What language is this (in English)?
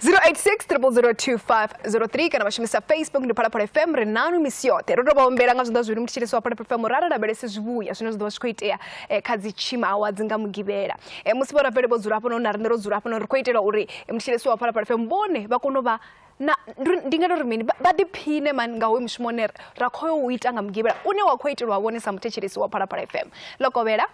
Venda